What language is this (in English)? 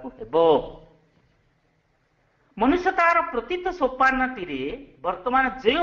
Odia